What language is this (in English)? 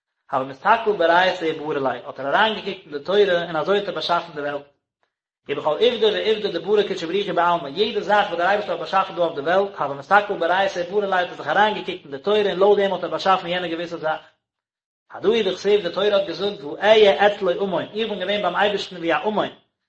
Yiddish